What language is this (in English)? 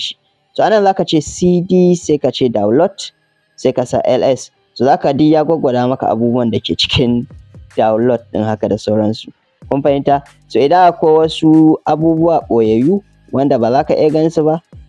Hausa